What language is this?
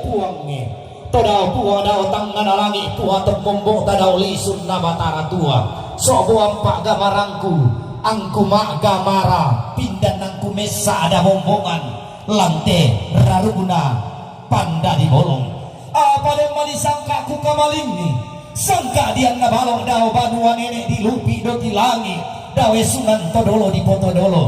Toraja-Sa'dan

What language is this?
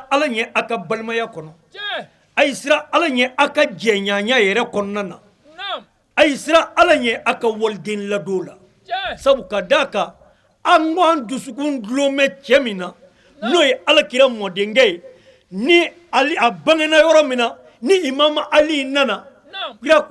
Bambara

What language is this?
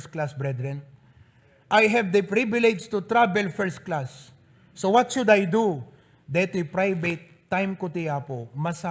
Iloko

